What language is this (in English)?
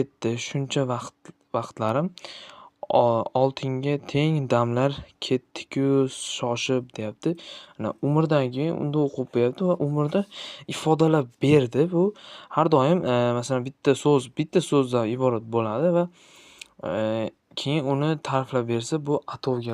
Uzbek